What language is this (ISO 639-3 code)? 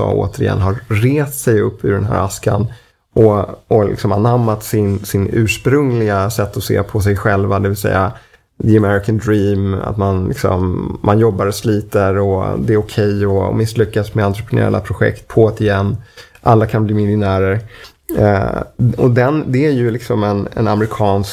swe